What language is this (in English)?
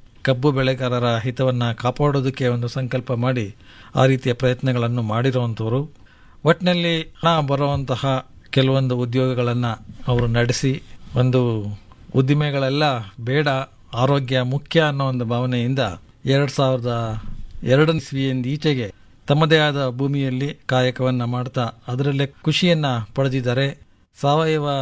Kannada